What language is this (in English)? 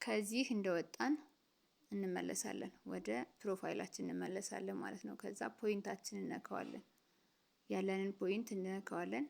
Amharic